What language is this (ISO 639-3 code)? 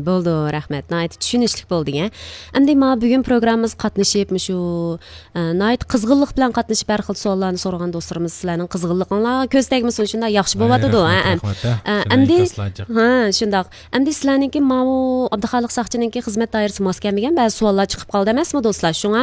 uig